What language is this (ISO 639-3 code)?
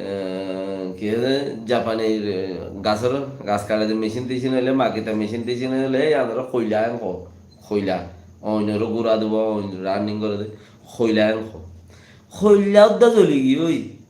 rhg